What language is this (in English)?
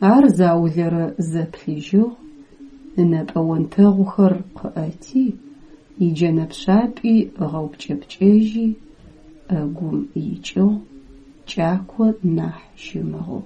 Adyghe